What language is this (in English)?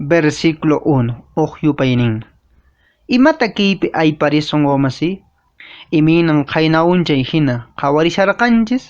Quechua